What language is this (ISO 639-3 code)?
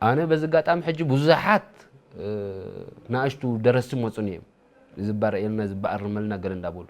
tir